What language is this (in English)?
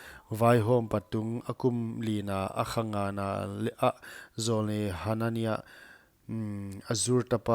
Paite Chin